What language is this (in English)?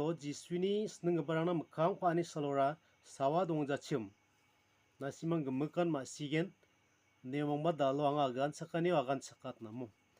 Garo